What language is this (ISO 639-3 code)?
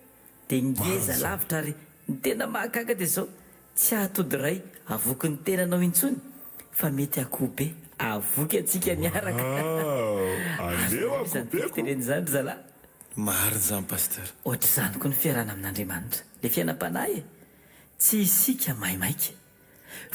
mlg